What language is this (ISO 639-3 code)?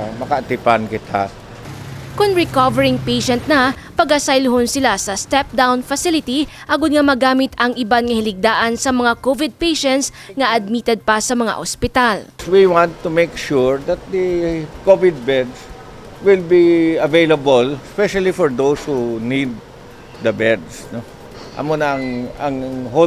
hil